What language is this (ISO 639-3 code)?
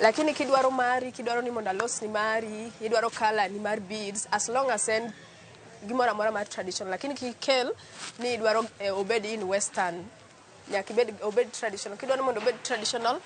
luo